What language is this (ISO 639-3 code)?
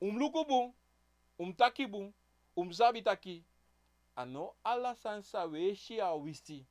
srn